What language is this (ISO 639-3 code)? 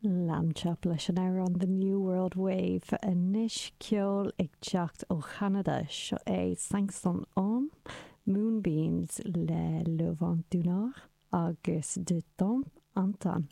gle